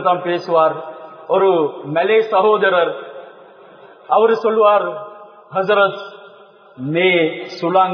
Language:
Tamil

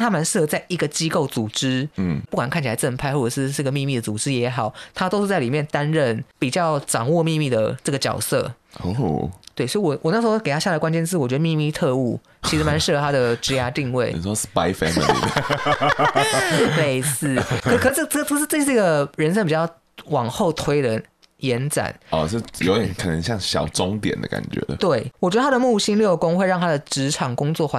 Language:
Chinese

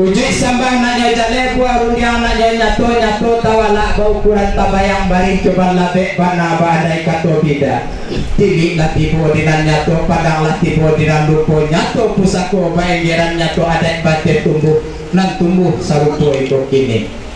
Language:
Minangkabau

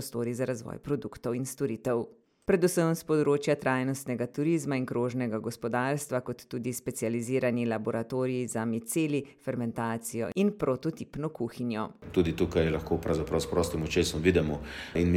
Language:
Slovenian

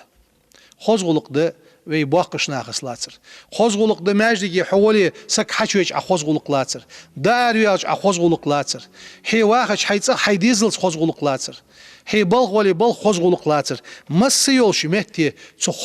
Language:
Ingush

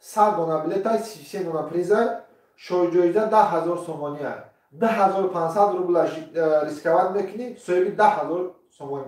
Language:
Tajik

